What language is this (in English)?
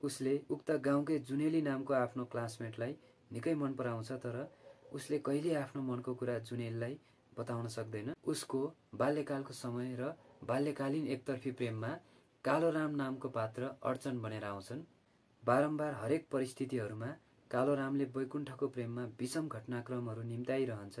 Nepali